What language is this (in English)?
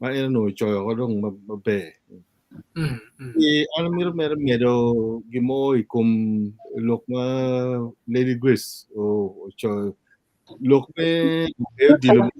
Acoli